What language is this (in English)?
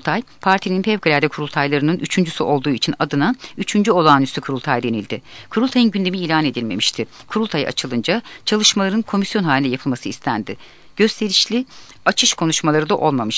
Turkish